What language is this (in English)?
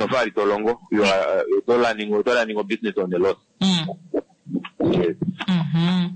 Kuanyama